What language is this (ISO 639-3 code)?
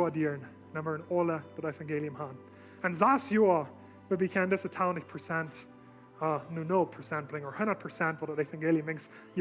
pdt